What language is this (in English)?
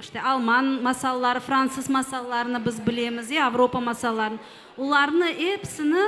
Crimean Tatar